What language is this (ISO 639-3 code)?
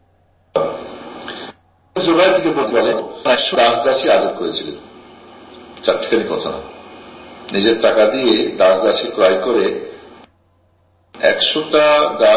ben